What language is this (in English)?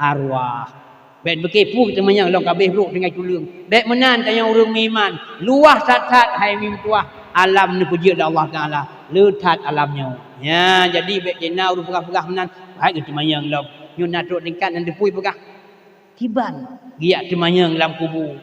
Achinese